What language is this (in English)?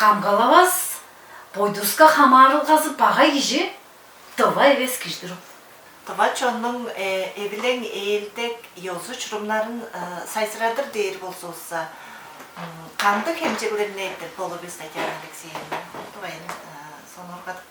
Tuvinian